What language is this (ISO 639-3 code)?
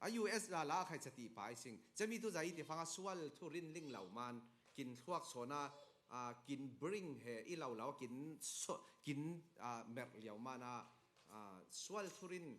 cfm